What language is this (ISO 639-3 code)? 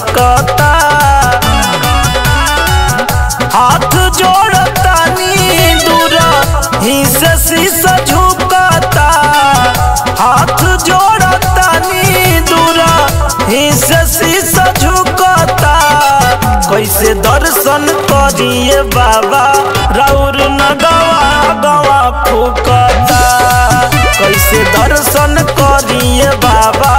bho